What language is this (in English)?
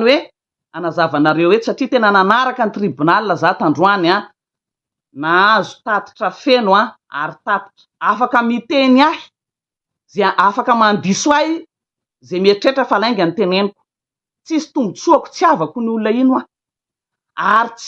Malagasy